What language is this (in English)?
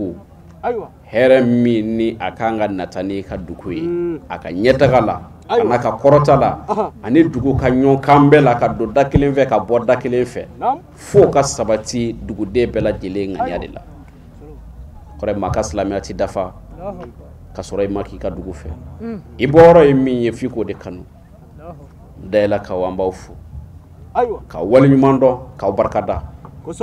Bambara